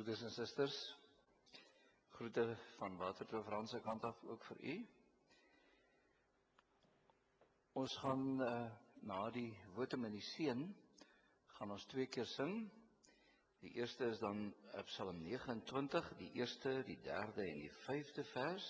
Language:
Afrikaans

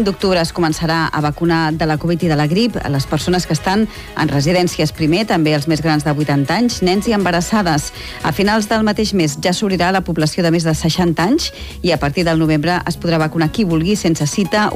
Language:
Catalan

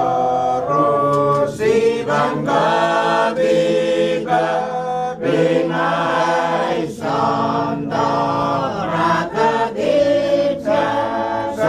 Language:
Pohnpeian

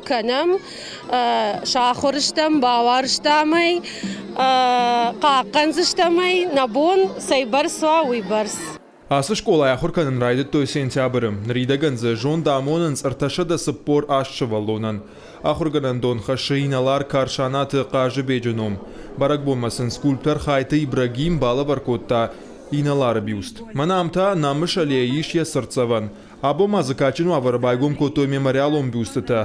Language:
Ossetic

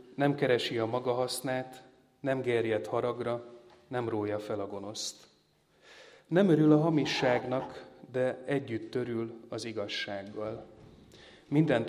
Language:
Hungarian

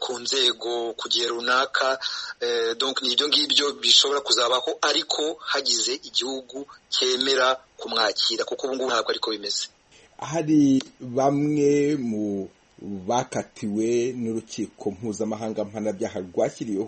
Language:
Kinyarwanda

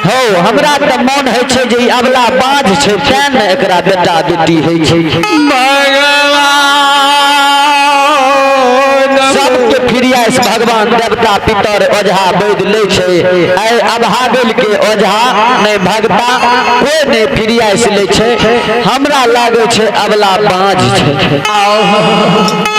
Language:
Maithili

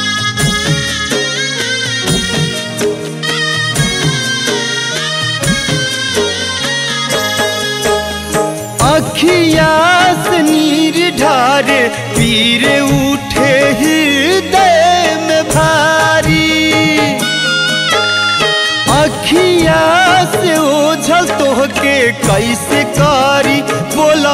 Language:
Bhojpuri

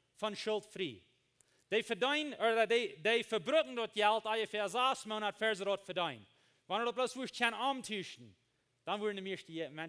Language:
Plautdietsch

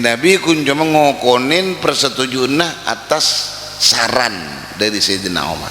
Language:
Madurese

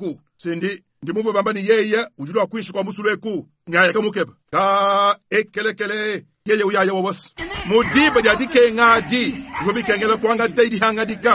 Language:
Luba-Lulua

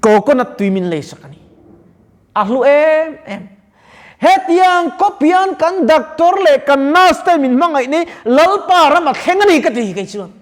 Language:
Mizo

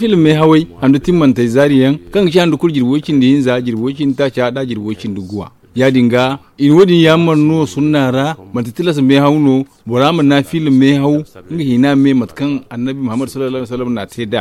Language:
Zarma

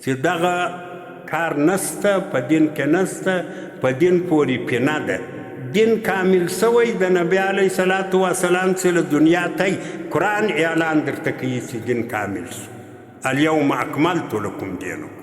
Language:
Pashto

